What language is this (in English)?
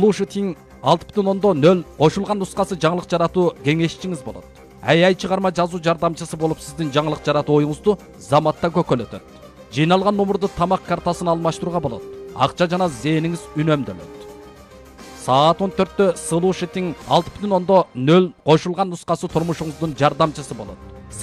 Kyrgyz